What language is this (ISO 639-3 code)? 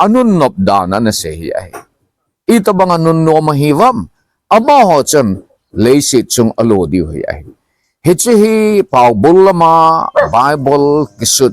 tcz